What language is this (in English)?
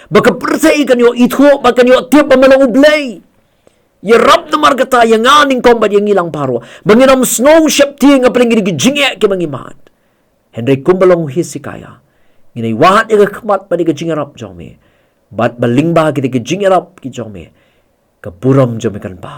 Khasi